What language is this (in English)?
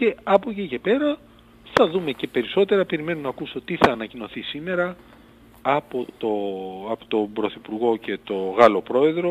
Greek